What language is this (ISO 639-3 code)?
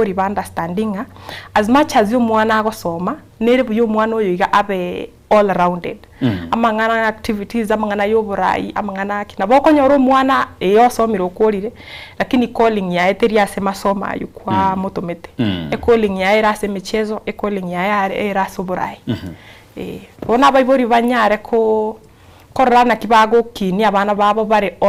guz